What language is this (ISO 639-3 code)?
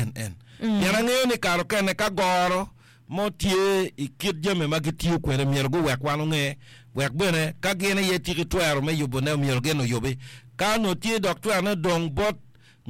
ach